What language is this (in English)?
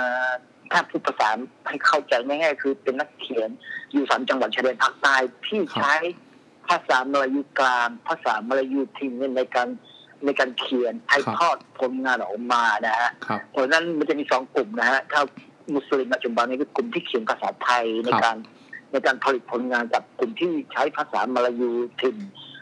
Thai